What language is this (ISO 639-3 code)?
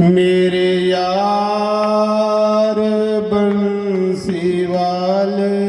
doi